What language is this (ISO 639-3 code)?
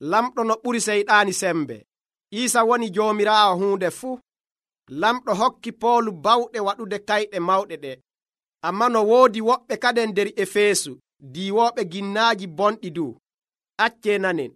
fuv